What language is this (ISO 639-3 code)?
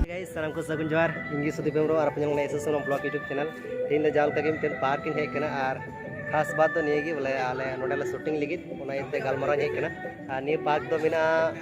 sat